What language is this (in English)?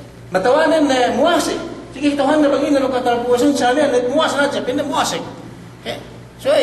Yakan